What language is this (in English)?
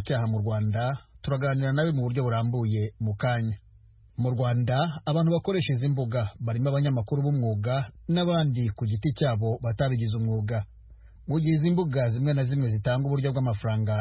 Kinyarwanda